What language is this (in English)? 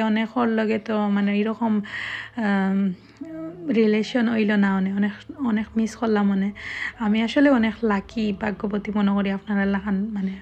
Sylheti